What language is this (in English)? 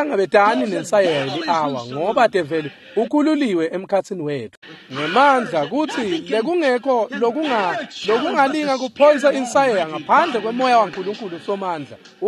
Swati